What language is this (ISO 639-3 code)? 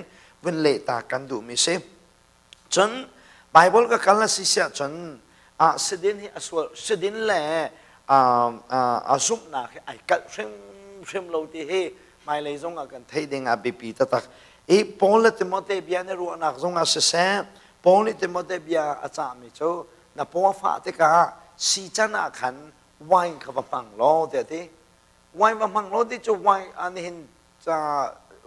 cnh